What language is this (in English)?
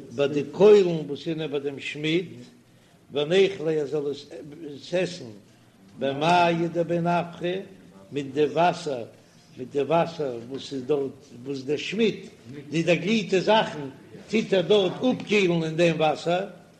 Yiddish